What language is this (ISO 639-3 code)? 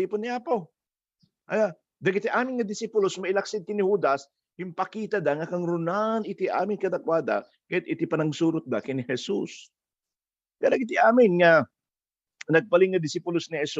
ilo